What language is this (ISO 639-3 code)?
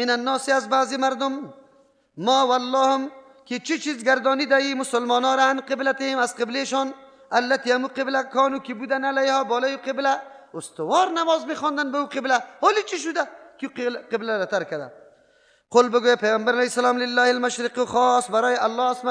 fas